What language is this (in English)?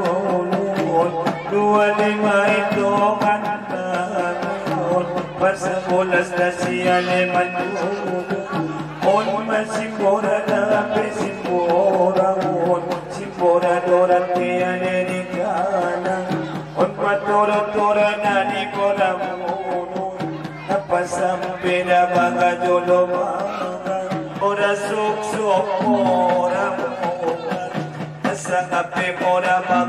Batak Angkola